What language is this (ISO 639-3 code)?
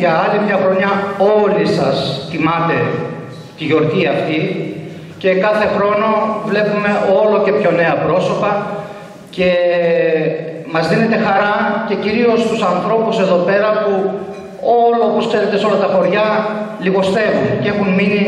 ell